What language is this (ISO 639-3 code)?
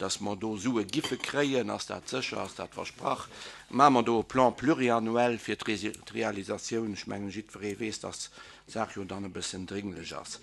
ltz